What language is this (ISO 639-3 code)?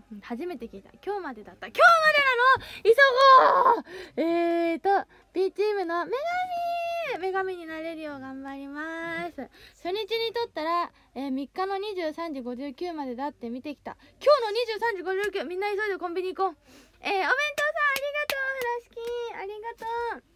jpn